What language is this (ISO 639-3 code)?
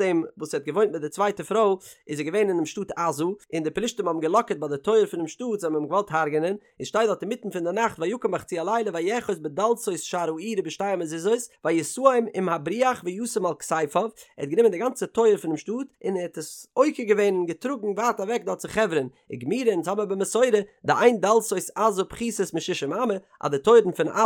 yid